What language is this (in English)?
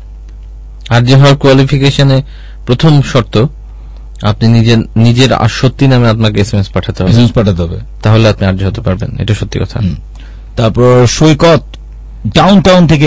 Bangla